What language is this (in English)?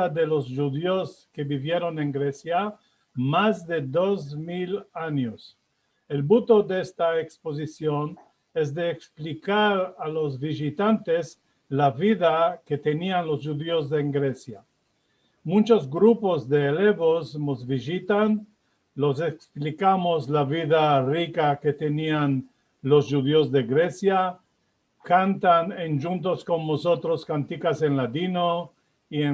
Ladino